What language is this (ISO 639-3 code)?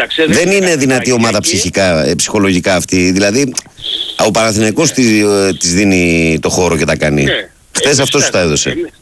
ell